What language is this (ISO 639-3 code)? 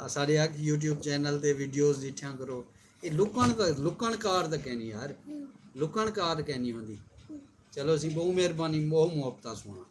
skr